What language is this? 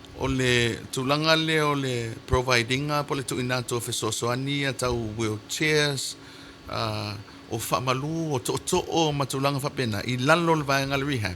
Samoan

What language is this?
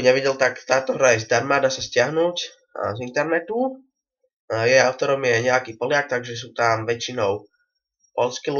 Slovak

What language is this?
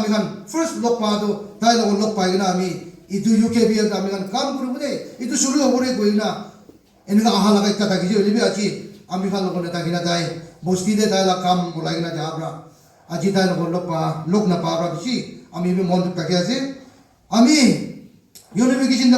Naga Pidgin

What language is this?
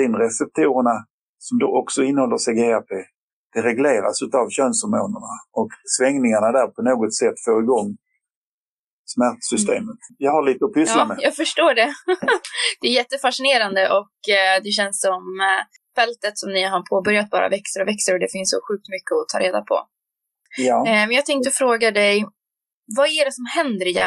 Swedish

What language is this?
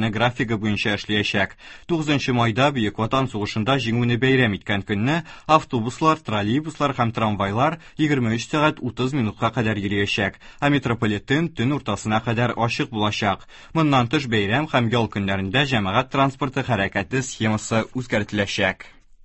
Tatar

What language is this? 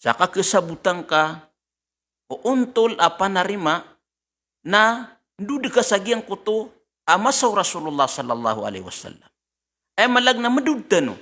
Maranao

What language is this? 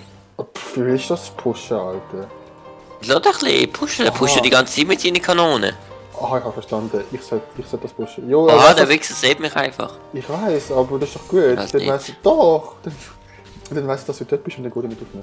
Swiss German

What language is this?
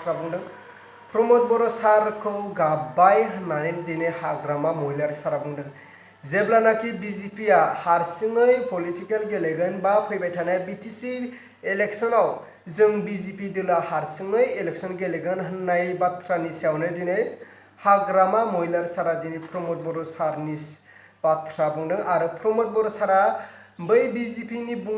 Bodo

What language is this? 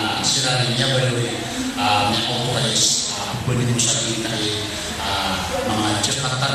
Maranao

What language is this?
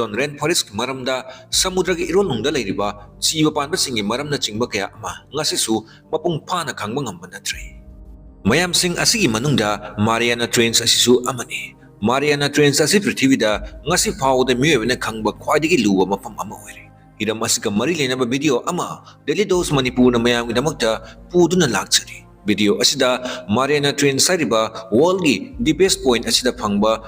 Manipuri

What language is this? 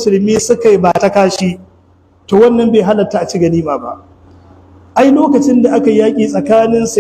Hausa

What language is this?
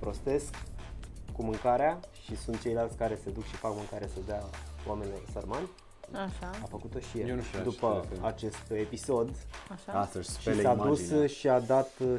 Romanian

